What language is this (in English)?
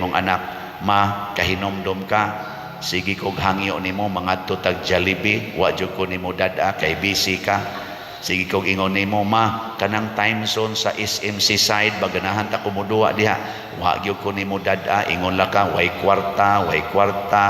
Cebuano